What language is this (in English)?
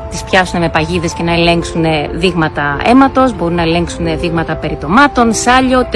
Greek